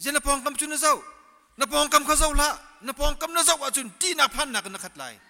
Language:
Hakha Chin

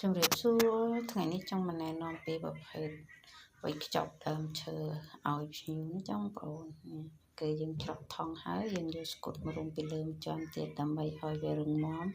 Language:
Khmer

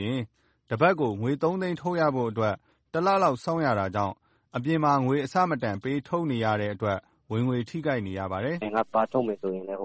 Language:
Burmese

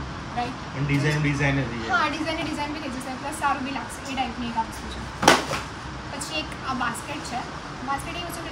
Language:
Gujarati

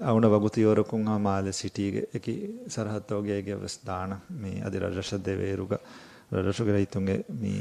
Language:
Divehi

